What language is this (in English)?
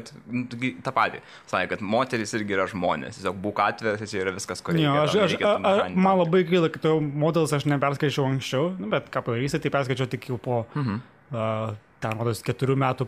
Lithuanian